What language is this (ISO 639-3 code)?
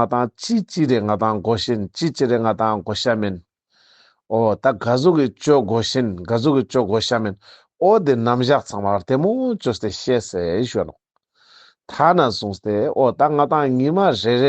lbj